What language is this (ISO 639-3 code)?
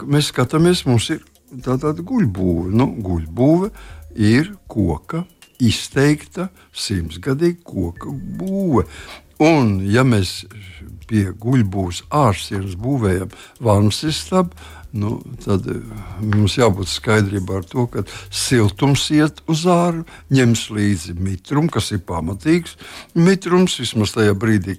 lav